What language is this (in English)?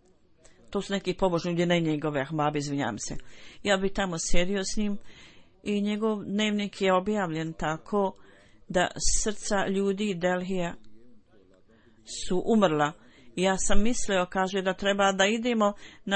Bosnian